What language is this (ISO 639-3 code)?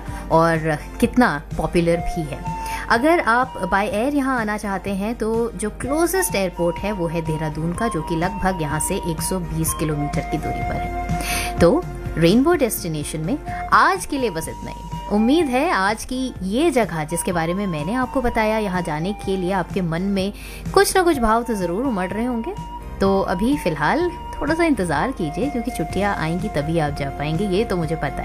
hin